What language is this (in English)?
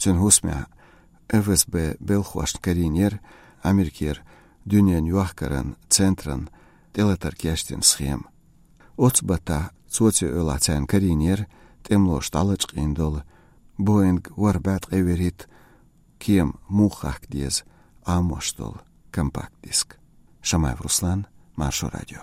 Chechen